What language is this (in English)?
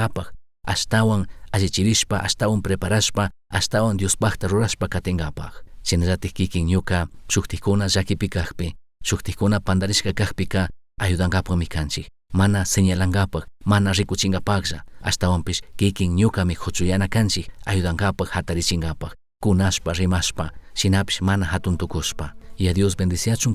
Chimborazo Highland Quichua